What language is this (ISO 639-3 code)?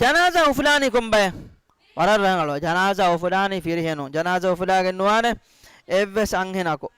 div